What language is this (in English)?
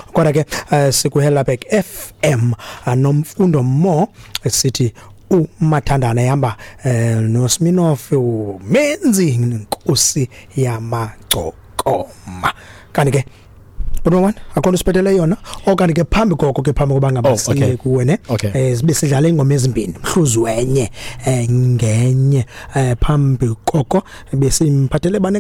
Xhosa